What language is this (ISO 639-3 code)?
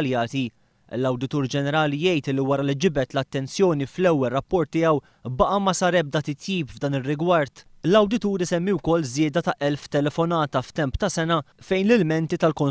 mlt